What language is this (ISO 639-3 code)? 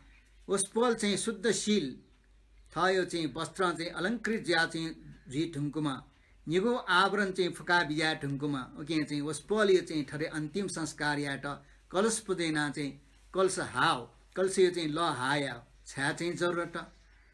new